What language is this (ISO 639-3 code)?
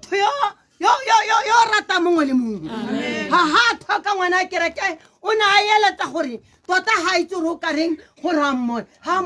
tsn